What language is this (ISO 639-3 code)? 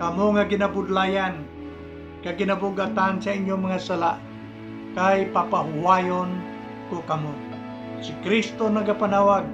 hil